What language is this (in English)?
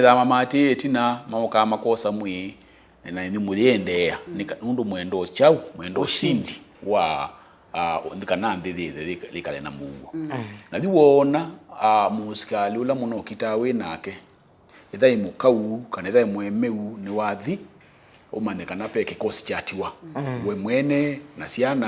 Kamba